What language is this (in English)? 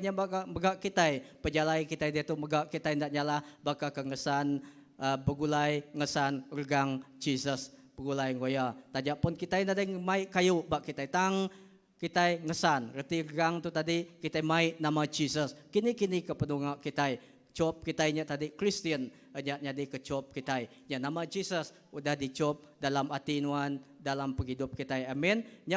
Iban